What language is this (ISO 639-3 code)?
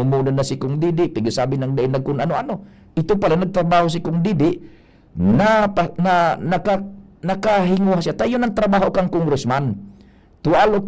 bik